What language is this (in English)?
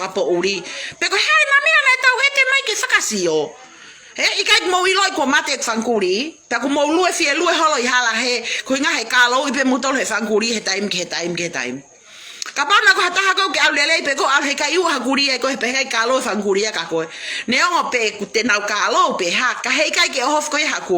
Tongan